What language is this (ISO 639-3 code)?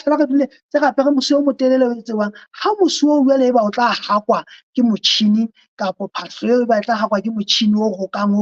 sot